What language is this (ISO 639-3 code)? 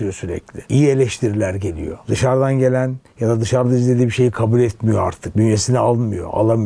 tur